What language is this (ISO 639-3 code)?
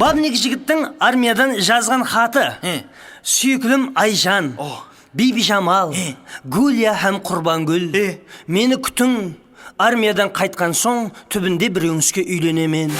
kaa